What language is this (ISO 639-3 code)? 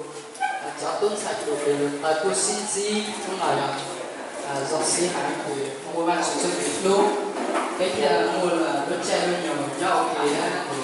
hmn